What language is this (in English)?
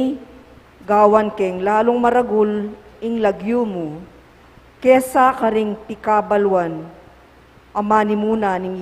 Pampanga